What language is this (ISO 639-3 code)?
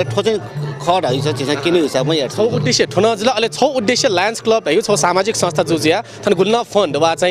new